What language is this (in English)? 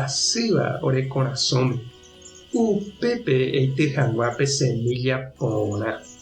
Guarani